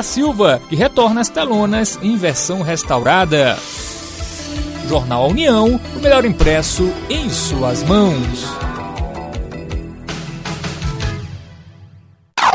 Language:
Portuguese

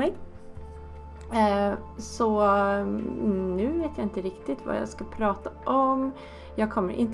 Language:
Swedish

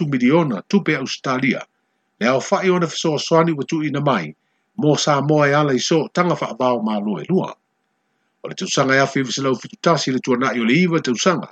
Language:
Samoan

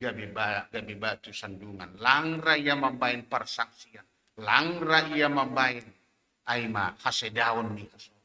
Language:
Batak Simalungun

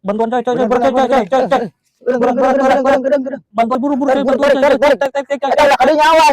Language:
Sundanese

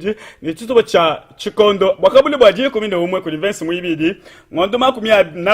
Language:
Luba-Lulua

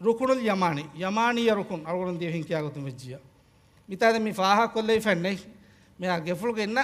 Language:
Divehi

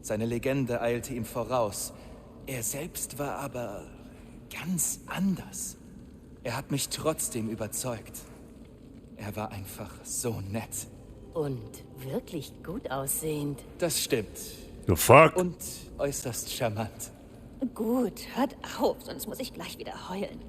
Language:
Bavarian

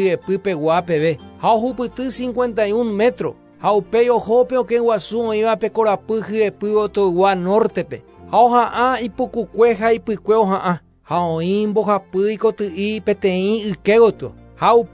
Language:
Guarani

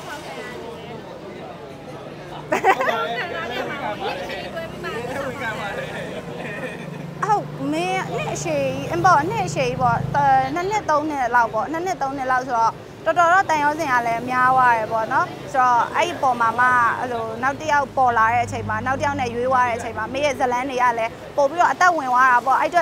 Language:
Burmese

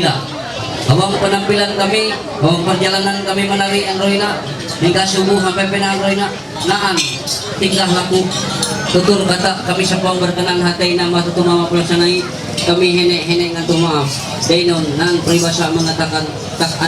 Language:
Ma'anyan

